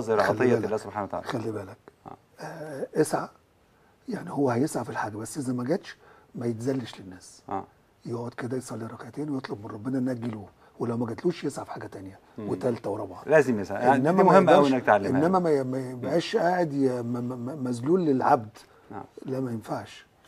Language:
Egyptian Arabic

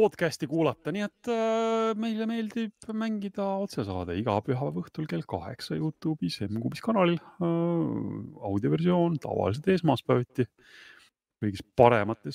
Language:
Estonian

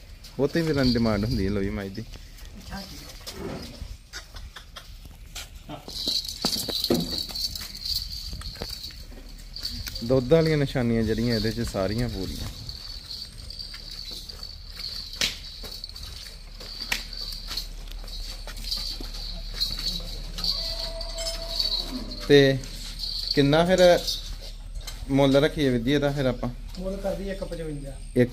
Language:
Punjabi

